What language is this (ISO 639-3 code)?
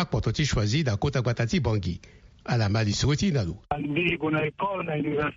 sag